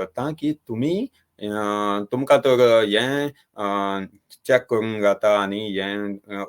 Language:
Konkani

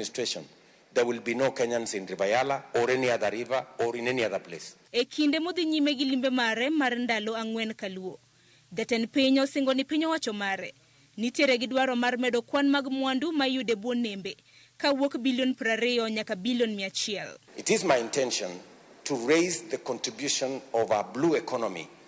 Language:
Luo (Kenya and Tanzania)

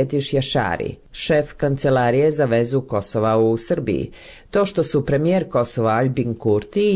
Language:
Serbian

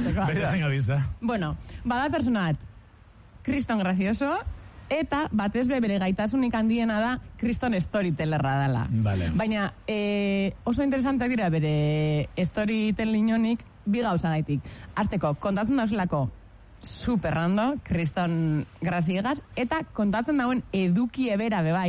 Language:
Basque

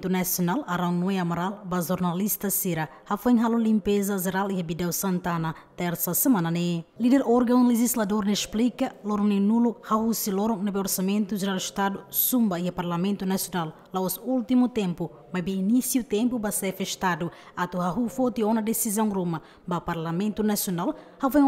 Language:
Tetum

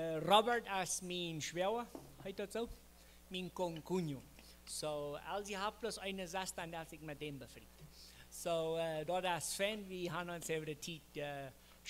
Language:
Plautdietsch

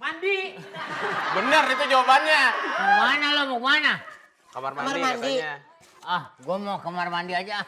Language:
Betawi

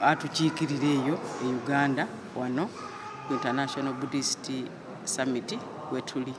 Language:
Soga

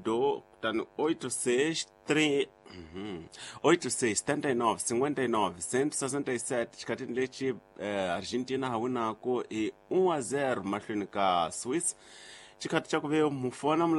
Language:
Tsonga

